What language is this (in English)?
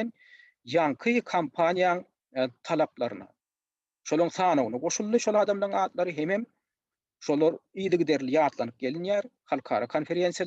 Turkmen